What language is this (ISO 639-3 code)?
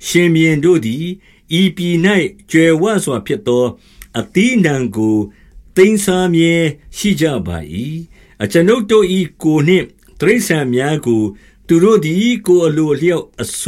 mya